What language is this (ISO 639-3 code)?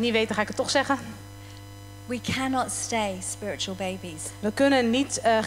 nld